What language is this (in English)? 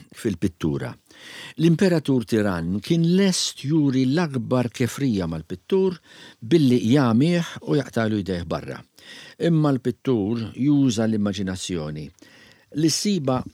Maltese